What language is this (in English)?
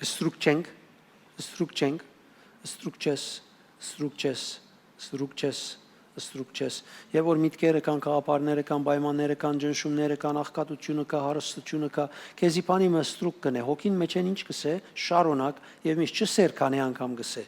Western Armenian